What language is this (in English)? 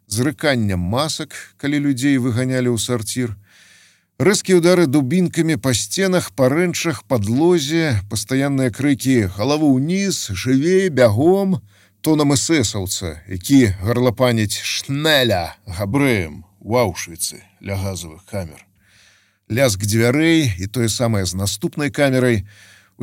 Belarusian